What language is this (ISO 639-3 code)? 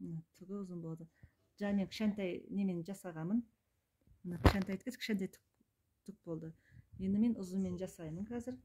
kir